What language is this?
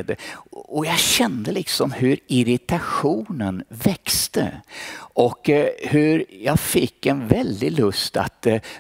Swedish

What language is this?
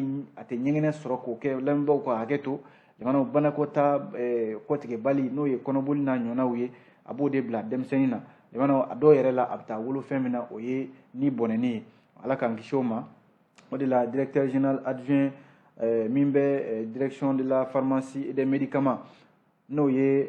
Bambara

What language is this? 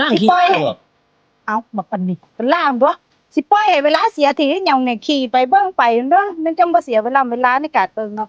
Northeastern Thai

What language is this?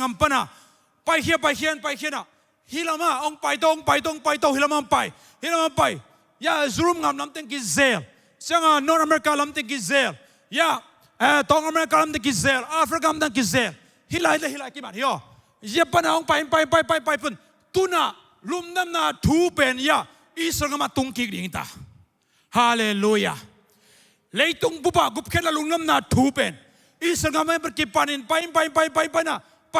Tedim Chin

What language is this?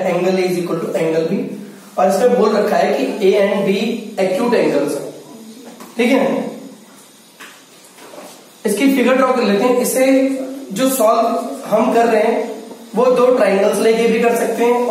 Hindi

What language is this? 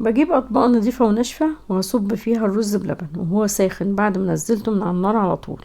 Egyptian Arabic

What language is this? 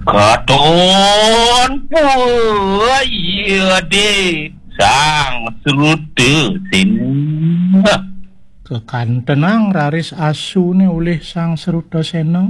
Balinese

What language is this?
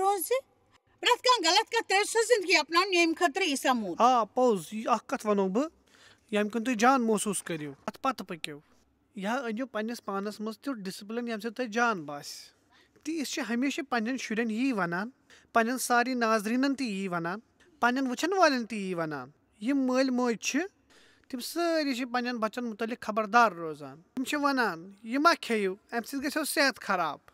Kashmiri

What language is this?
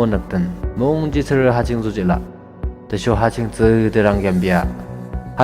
Yimchungru Naga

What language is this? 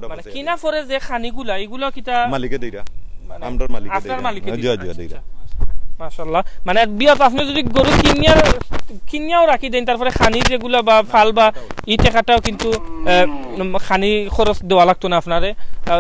Sylheti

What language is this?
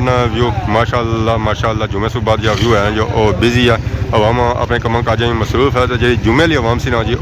Pahari-Potwari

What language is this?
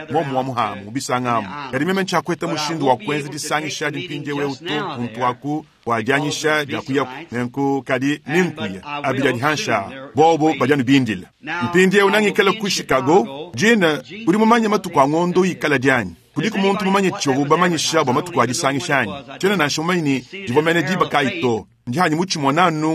Luba-Lulua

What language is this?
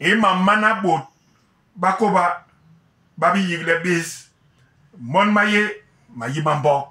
Basaa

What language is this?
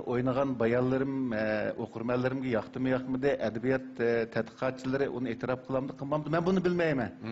Uyghur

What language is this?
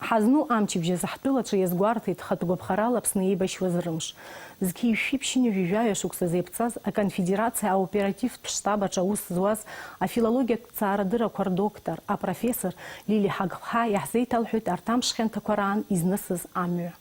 Abkhazian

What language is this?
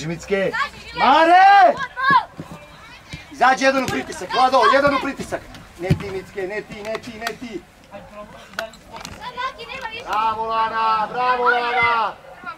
Serbian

